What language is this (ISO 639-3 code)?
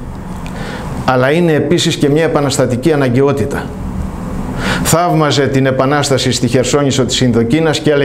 ell